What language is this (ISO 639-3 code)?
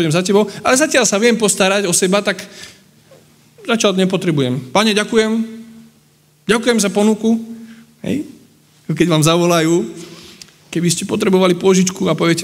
slk